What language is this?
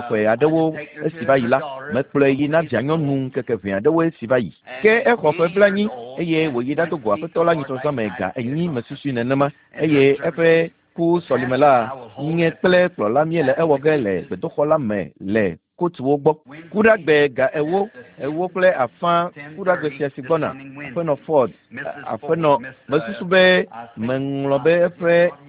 Ewe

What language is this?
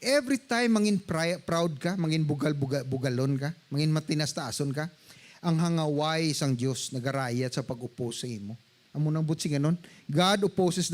Hiligaynon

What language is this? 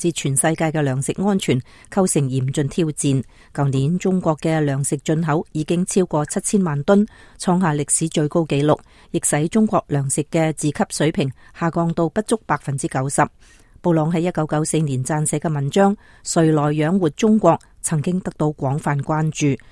Cantonese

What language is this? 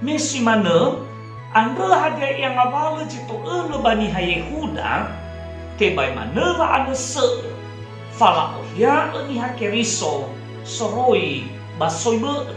Nias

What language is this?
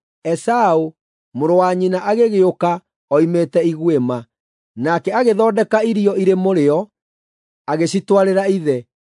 Kikuyu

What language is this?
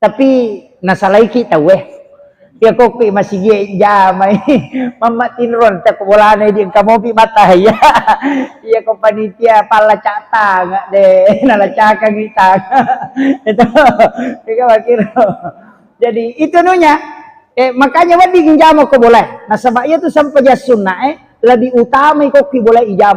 Buginese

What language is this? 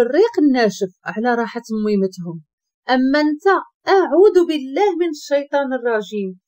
Moroccan Arabic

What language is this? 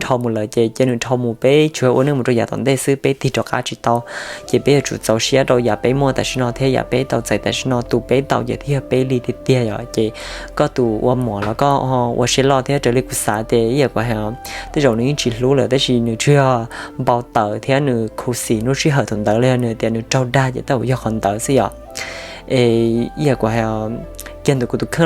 Hmong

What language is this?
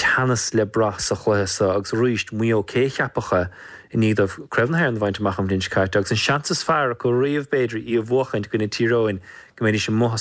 Irish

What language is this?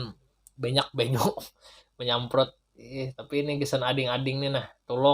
Banjar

